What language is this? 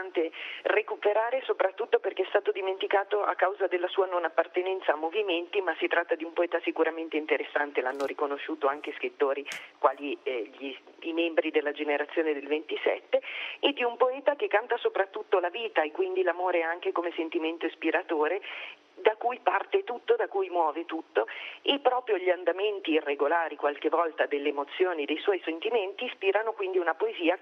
Italian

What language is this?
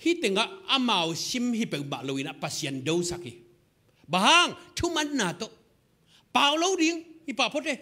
Tedim Chin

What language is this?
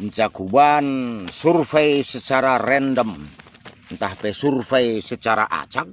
Batak Karo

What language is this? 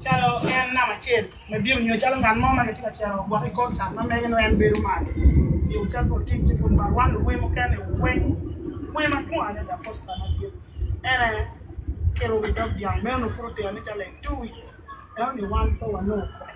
Acoli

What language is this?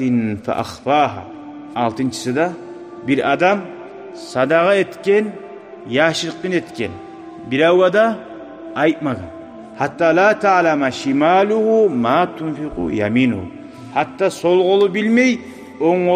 Kumyk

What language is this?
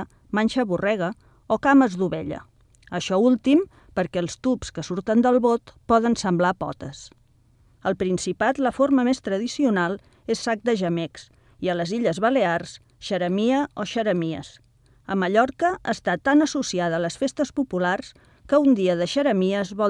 Catalan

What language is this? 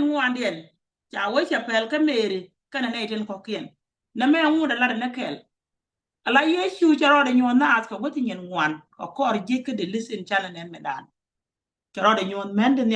Nuer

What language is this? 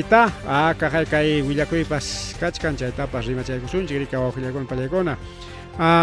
Ayacucho Quechua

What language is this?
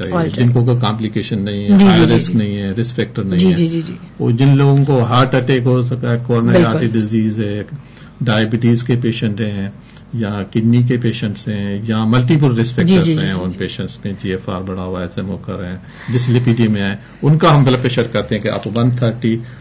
Urdu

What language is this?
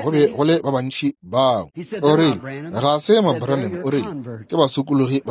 Northern Sotho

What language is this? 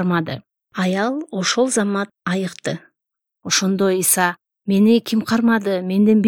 Kyrgyz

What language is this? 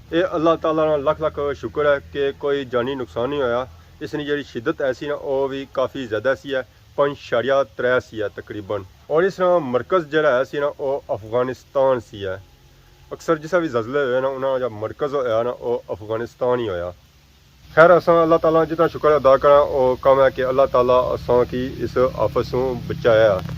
Pahari-Potwari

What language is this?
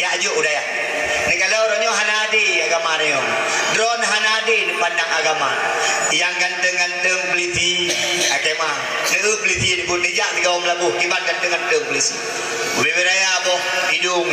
Achinese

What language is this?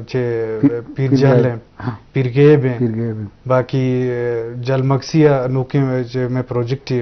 Eastern Balochi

